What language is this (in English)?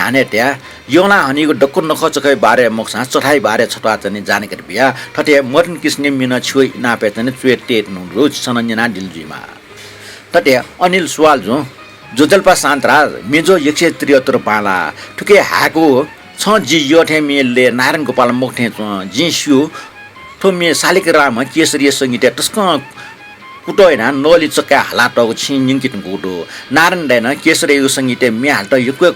Newari